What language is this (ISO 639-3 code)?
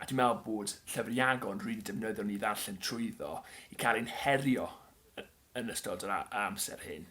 cym